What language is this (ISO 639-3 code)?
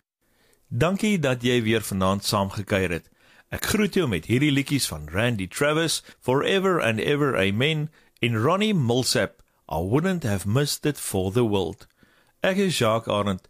afr